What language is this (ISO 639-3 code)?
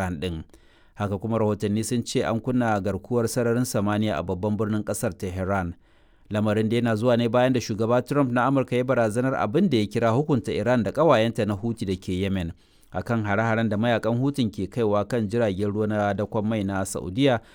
hau